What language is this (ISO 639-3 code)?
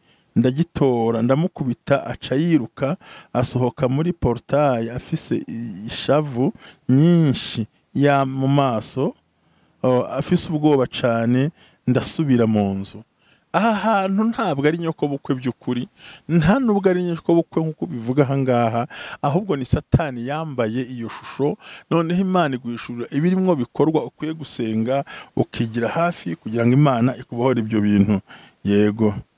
kin